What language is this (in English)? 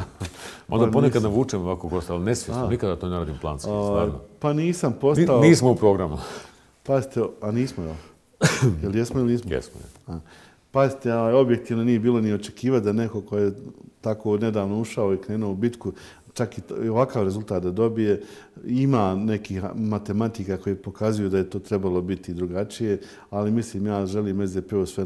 Bosnian